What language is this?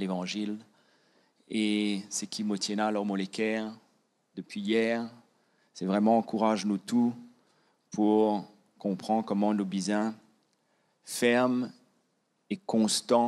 Morisyen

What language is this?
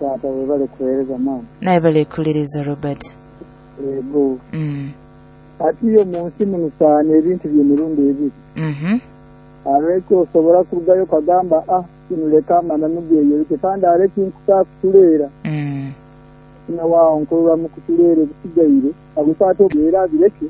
Nyoro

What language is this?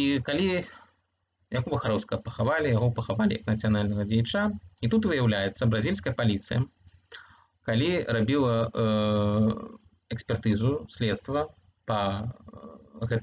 Belarusian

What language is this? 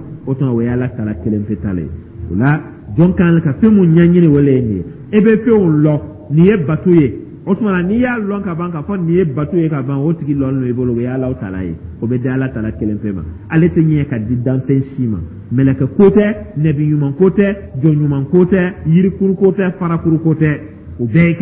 Dyula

